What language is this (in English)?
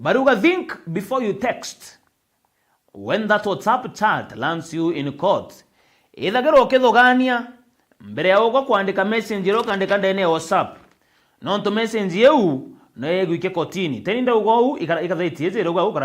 Meru